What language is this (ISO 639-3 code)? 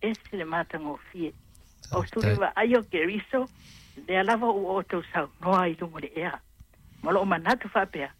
smo